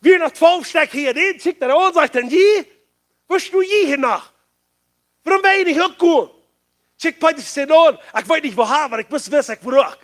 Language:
Plautdietsch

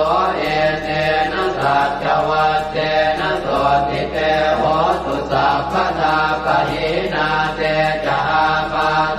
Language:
Pali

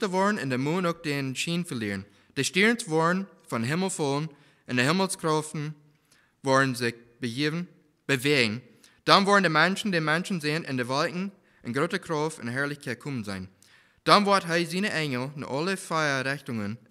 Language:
Plautdietsch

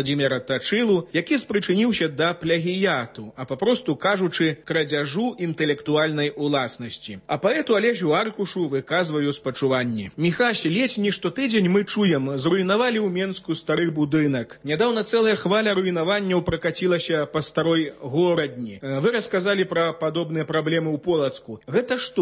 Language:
Belarusian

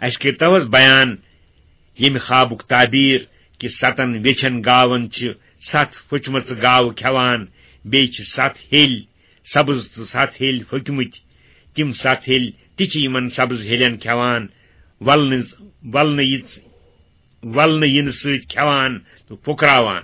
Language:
Kashmiri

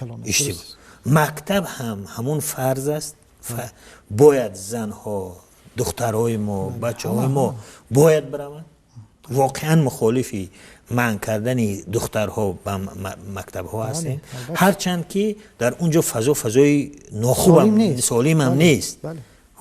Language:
Tajik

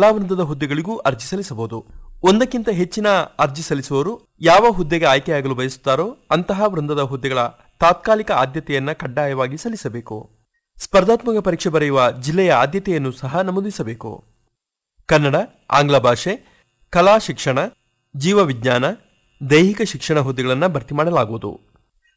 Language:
Kannada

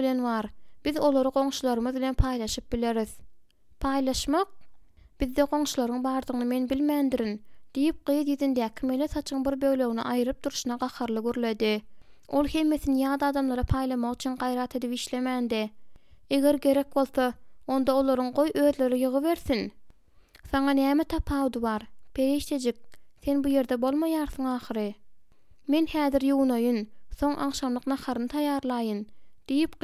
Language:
Turkmen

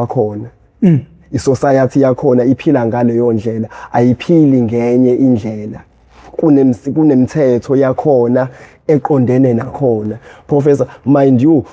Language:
Zulu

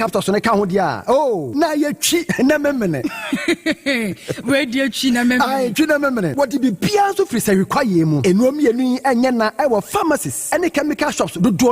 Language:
Akan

